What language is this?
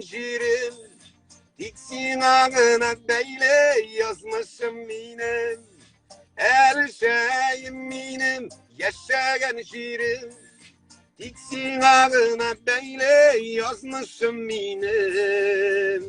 Tatar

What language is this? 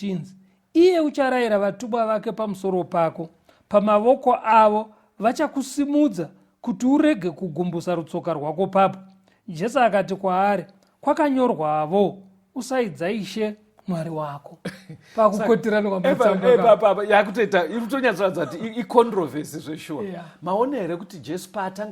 Shona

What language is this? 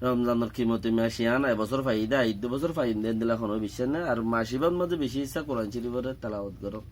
Rohingya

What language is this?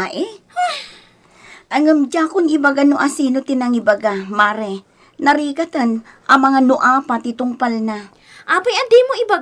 Iloko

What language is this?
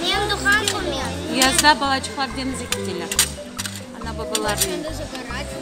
Crimean Tatar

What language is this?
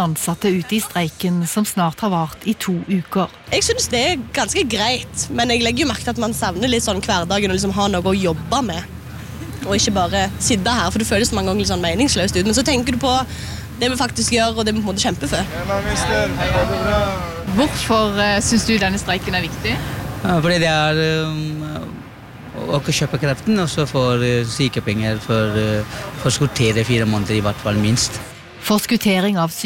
Norwegian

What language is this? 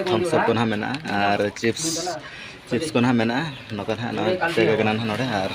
Santali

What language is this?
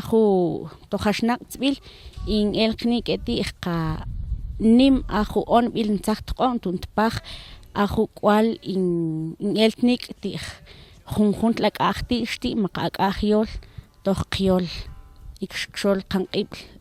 Mam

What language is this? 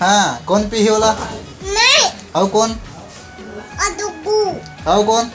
Chhattisgarhi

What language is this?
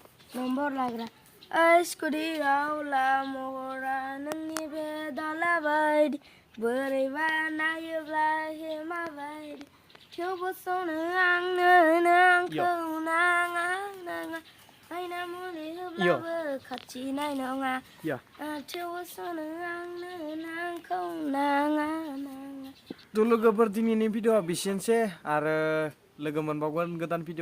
Bodo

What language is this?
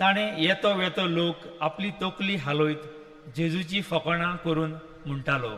Konkani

